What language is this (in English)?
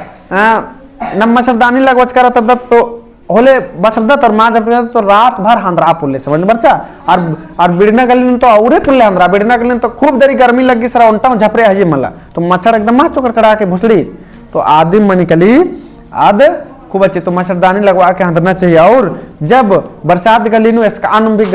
Kurukh